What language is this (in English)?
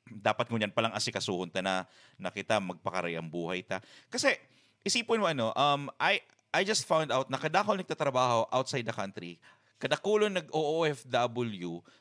Bikol